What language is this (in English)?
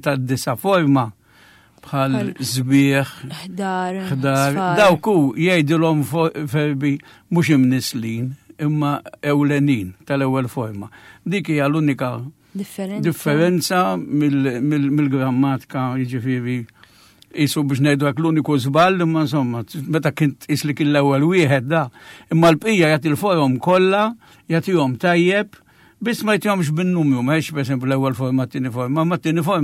Maltese